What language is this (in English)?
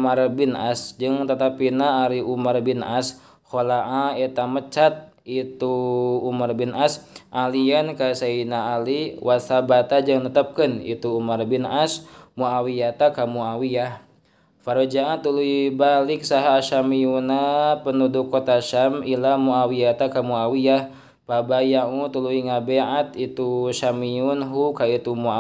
Sundanese